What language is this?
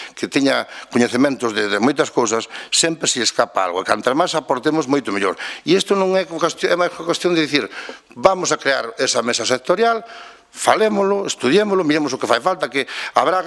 Galician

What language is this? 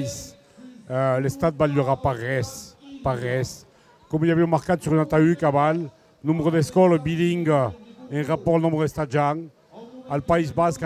Occitan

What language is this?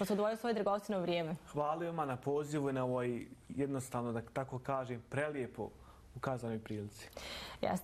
Bosnian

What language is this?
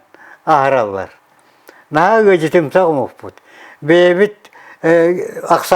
Yakut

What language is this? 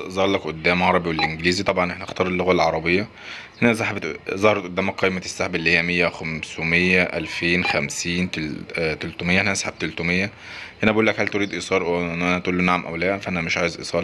Egyptian Arabic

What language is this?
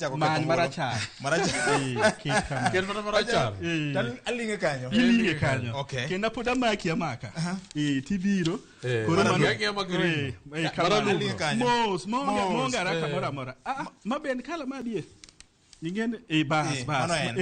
Luo (Kenya and Tanzania)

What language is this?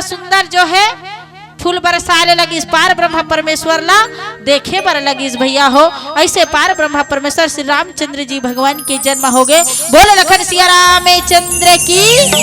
Chhattisgarhi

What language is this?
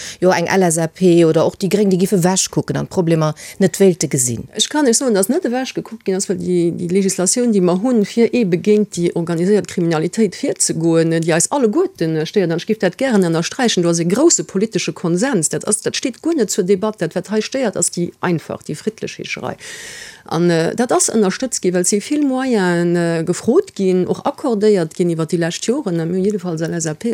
Luxembourgish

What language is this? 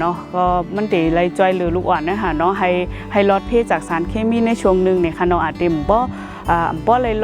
Shan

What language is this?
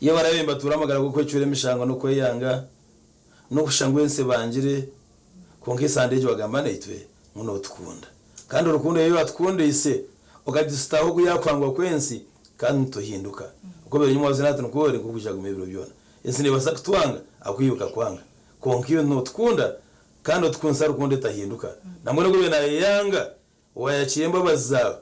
Nyankole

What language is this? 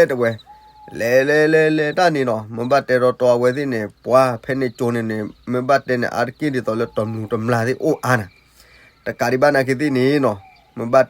S'gaw Karen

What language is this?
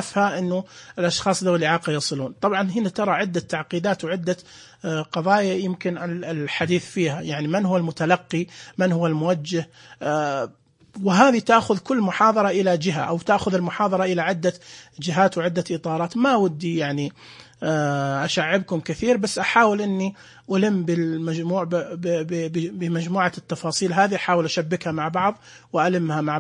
Najdi Arabic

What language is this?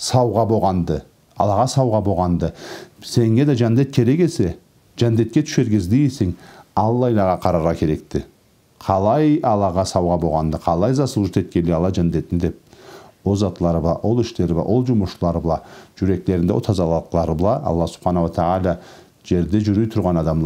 Karachay-Balkar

